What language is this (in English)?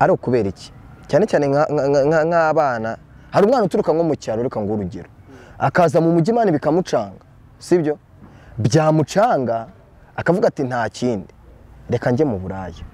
Kinyarwanda